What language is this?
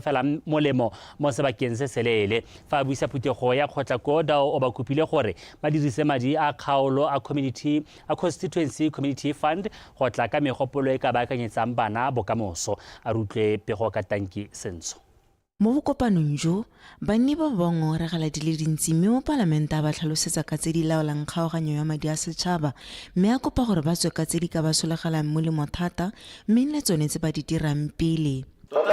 Tswana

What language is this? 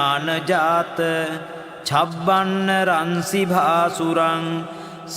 Pali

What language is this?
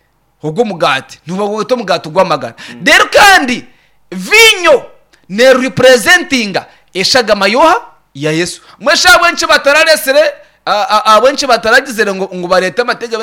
Nyankole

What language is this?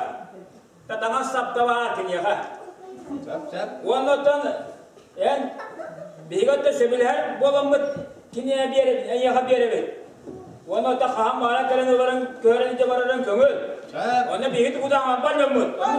Yakut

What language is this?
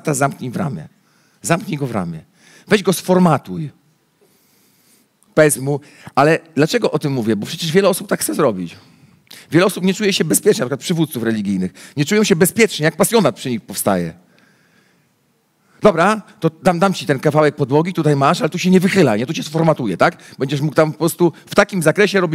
Polish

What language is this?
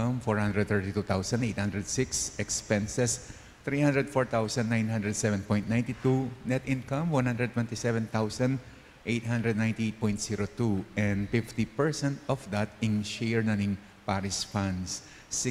Pampanga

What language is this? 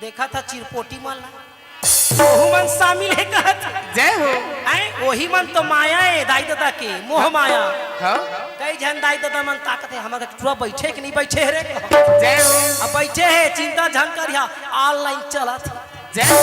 Chhattisgarhi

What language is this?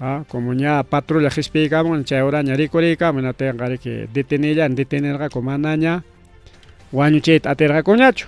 Ayacucho Quechua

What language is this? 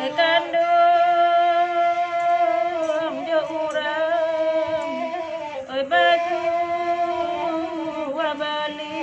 Minangkabau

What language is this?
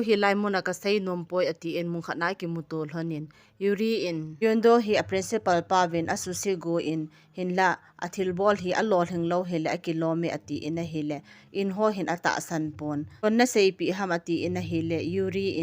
Thado Chin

